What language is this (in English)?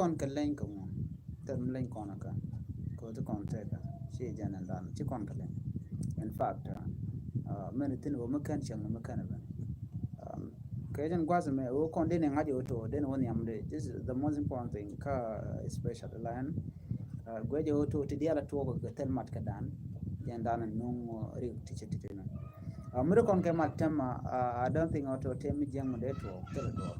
Nuer